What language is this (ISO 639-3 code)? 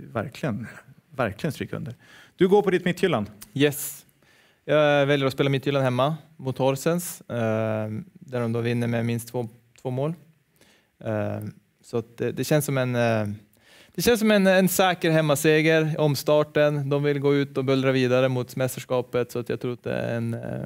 swe